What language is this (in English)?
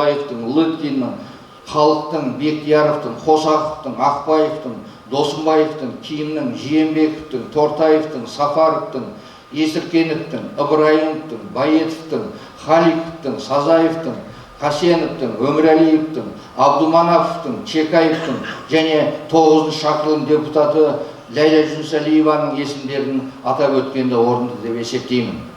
Kazakh